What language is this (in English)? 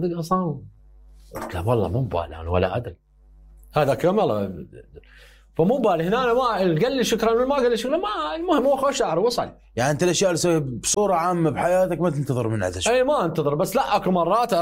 Mesopotamian Arabic